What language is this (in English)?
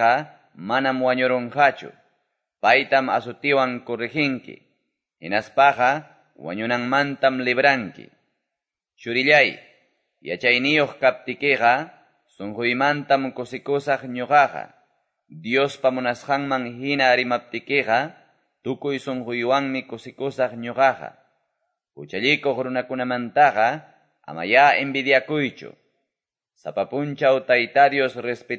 Quechua